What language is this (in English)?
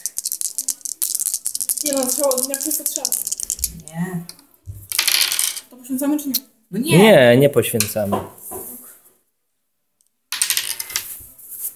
Polish